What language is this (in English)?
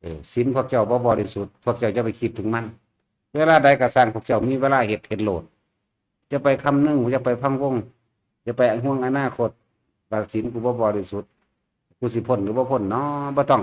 Northeastern Thai